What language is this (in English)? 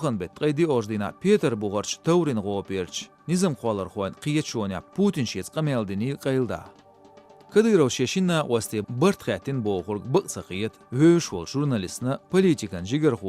Chechen